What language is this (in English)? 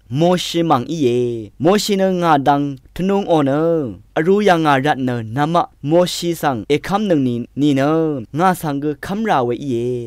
Rawang